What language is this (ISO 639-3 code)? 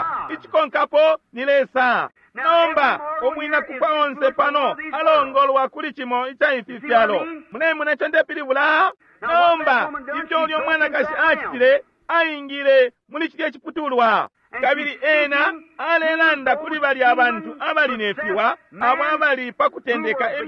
bem